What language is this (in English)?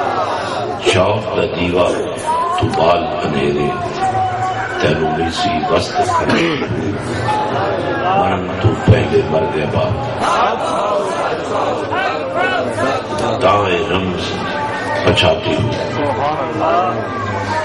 Urdu